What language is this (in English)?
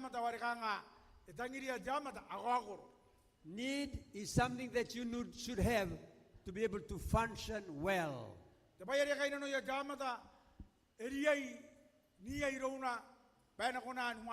Gilbertese